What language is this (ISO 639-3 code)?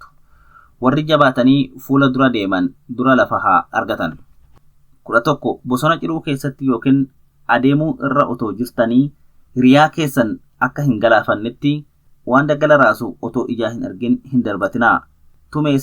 orm